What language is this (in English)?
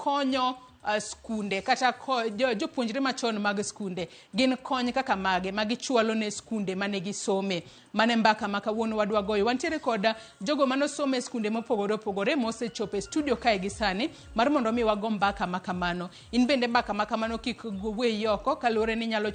Luo (Kenya and Tanzania)